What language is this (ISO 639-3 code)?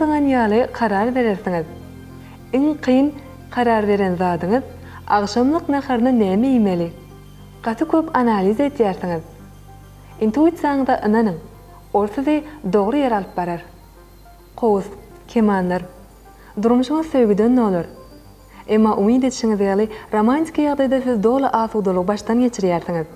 tuk